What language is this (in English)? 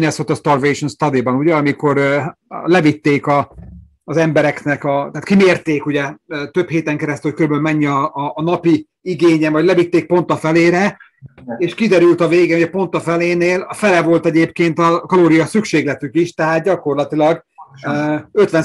Hungarian